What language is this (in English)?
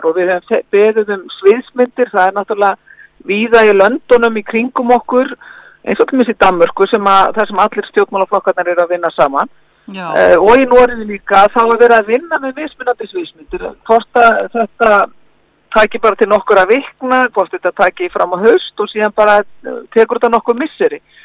Icelandic